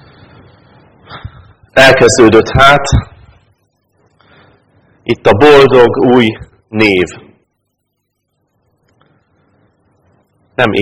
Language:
Hungarian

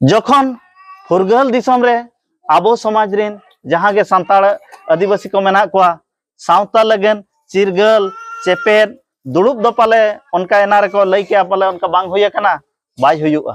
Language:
Santali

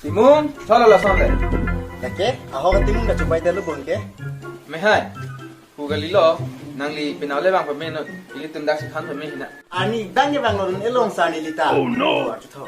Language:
Karbi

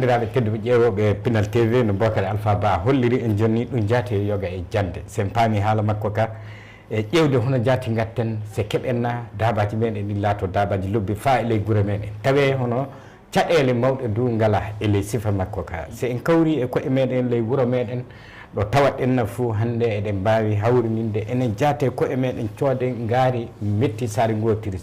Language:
Fula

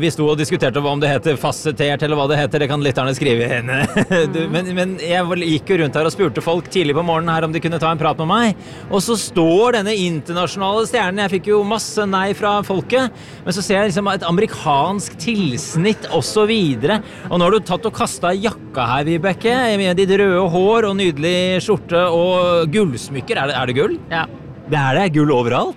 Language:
Norwegian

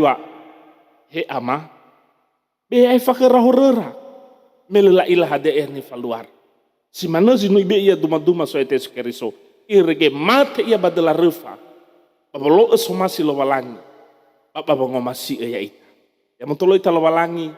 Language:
Nias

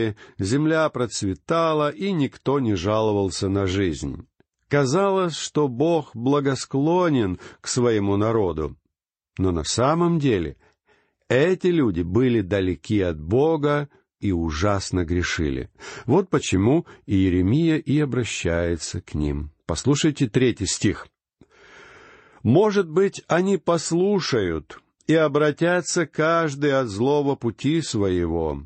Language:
Russian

